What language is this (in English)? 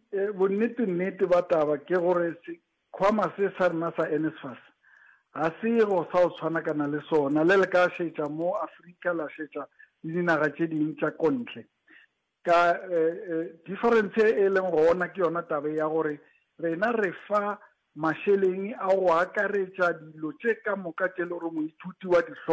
Northern Sotho